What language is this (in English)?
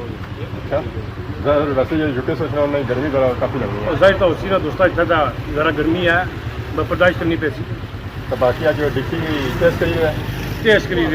Pahari-Potwari